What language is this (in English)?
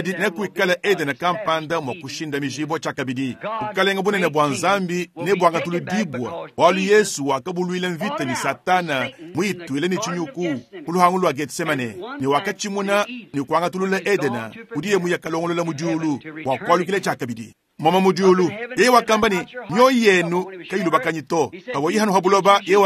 Luba-Lulua